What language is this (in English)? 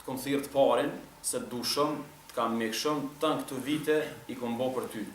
Albanian